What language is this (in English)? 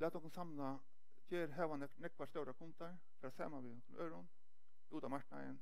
Faroese